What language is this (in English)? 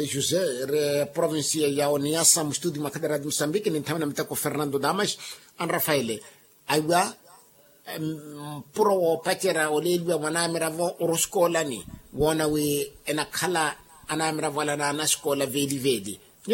Makhuwa